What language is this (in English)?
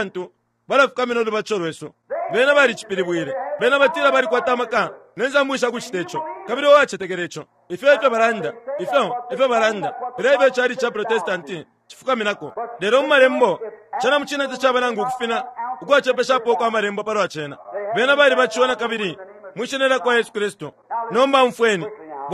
Bemba